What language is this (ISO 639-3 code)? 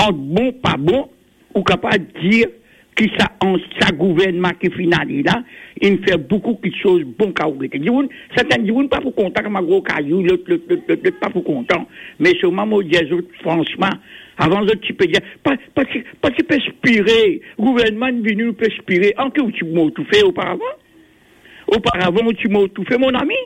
mfe